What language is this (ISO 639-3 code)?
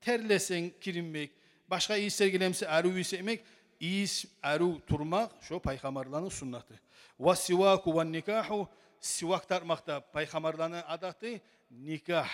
kum